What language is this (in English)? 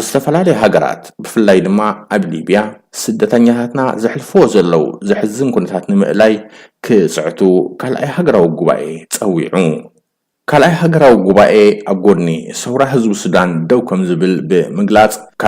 Tigrinya